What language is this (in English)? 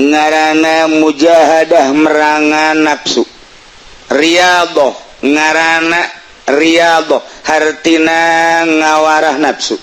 Sundanese